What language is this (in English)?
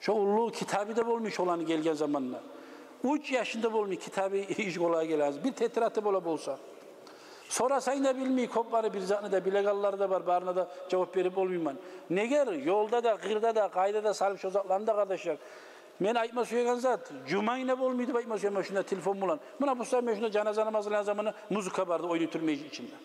Kumyk